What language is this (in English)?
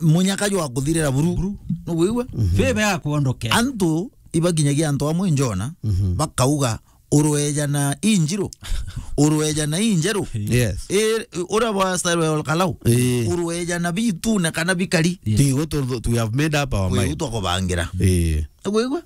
Meru